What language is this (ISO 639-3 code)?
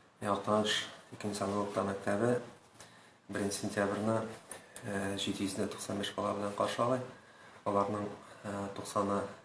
tat